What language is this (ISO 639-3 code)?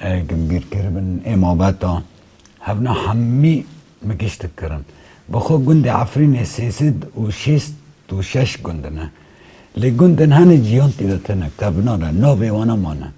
kur